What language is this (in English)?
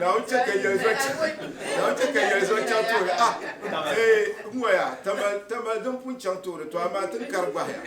Dagbani